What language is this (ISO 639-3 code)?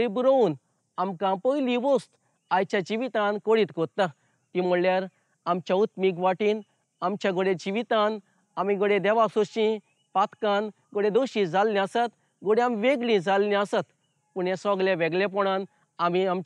kok